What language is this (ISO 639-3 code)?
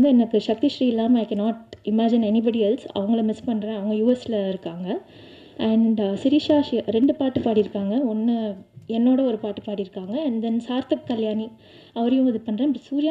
tam